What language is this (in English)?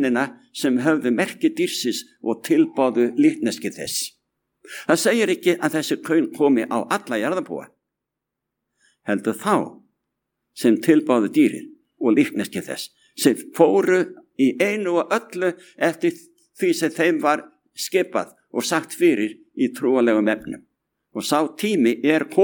Icelandic